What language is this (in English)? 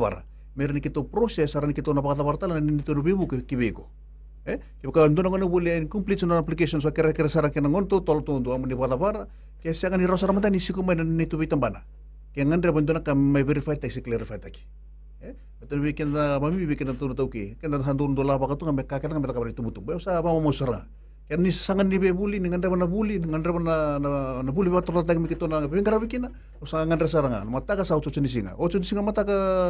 Fijian